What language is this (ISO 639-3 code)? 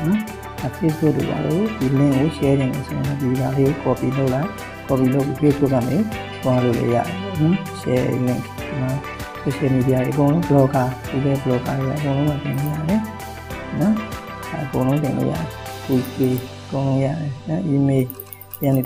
mya